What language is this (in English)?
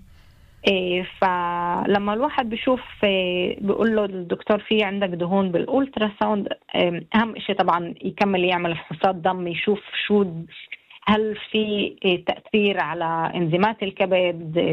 North Levantine Arabic